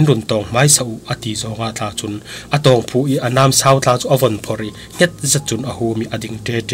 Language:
Falam Chin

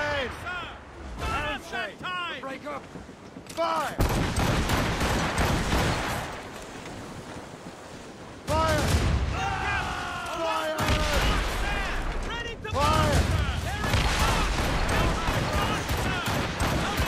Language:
English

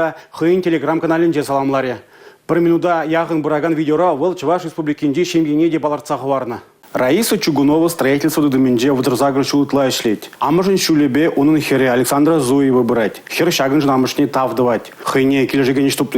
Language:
Chuvash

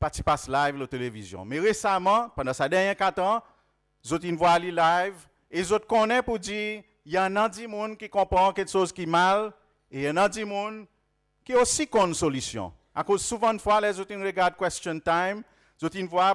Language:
Seselwa Creole French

